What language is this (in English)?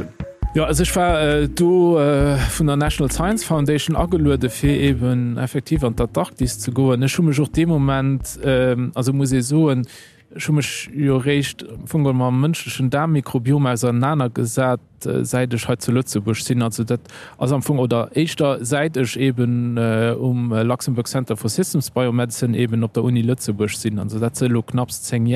Luxembourgish